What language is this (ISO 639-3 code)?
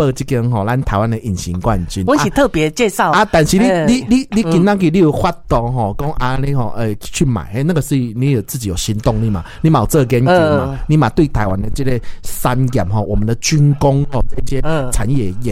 nan